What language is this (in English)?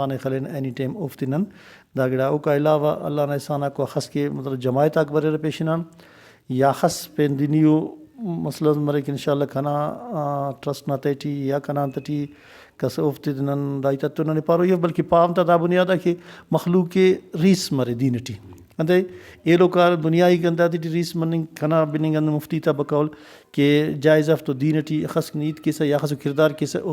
Brahui